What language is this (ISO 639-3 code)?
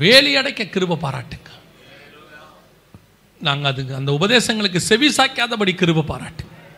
tam